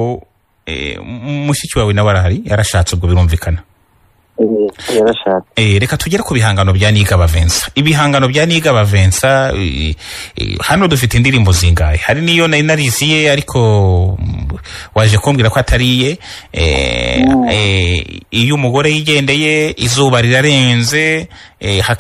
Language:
Kinyarwanda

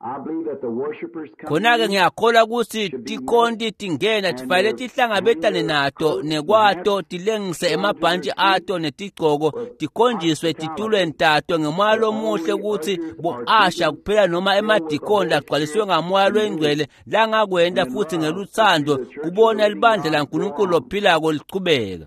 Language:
Swati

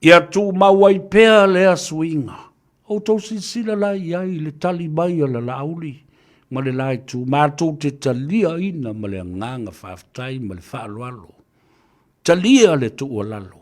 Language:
Samoan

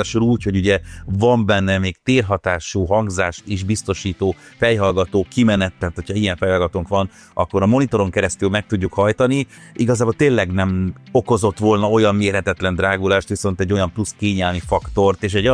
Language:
Hungarian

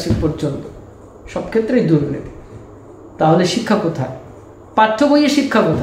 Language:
Bangla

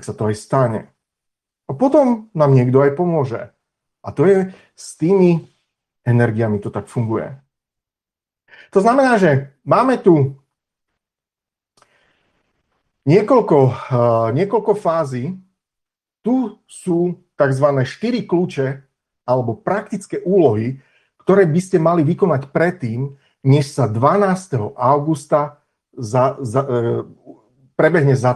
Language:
Slovak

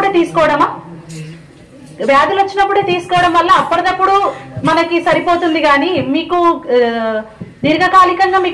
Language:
Telugu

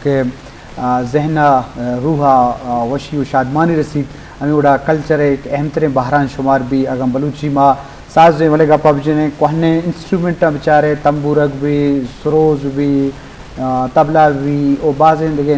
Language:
Eastern Balochi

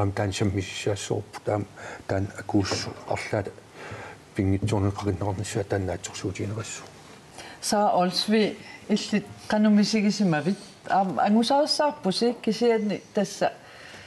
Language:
Kalaallisut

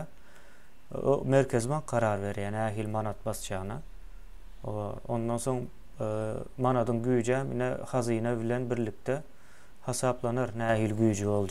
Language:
Turkmen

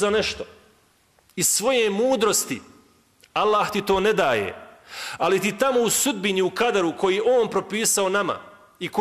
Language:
Bosnian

